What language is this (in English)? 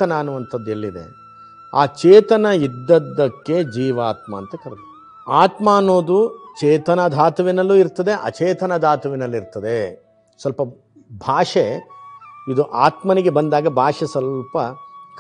Kannada